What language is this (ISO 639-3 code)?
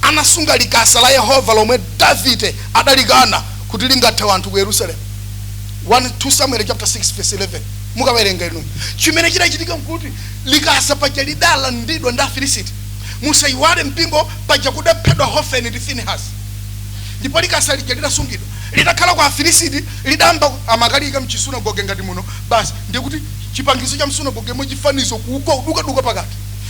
nya